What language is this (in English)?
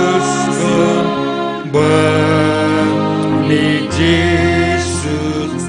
Batak Simalungun